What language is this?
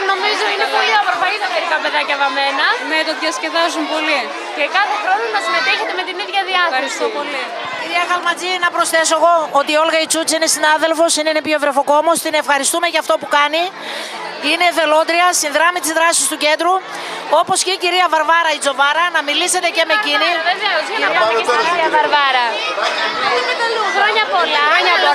Greek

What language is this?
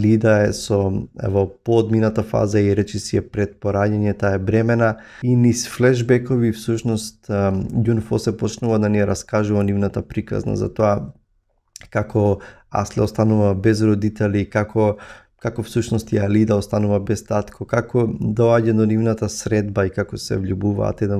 Macedonian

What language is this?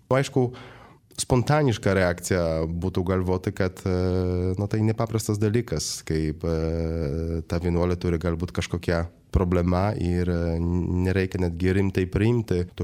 Lithuanian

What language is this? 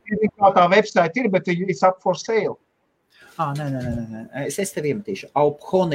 Latvian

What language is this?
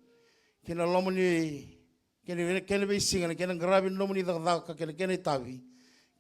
Fijian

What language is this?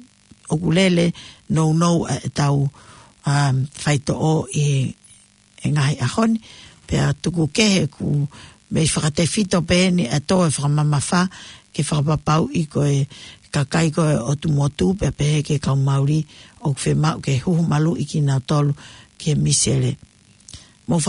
Tongan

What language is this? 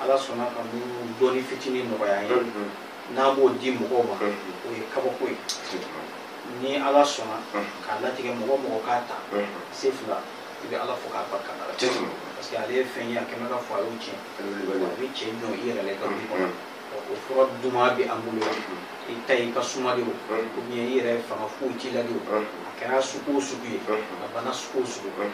Bambara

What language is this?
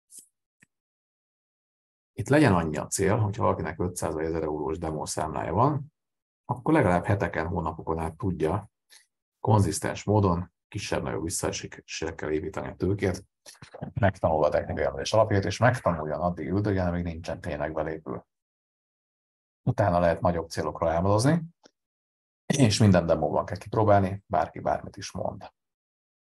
Hungarian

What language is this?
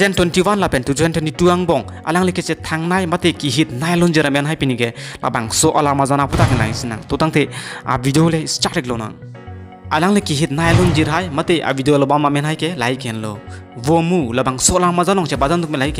Karbi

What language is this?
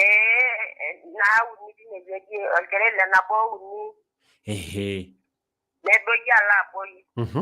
Masai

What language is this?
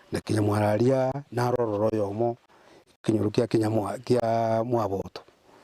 Gusii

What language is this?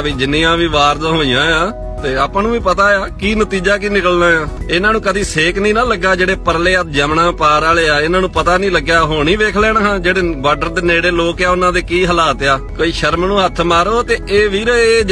Western Panjabi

